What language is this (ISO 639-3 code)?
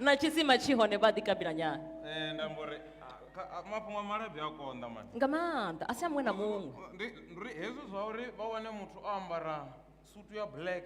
ven